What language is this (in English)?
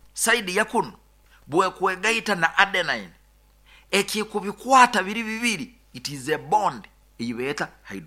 Nyoro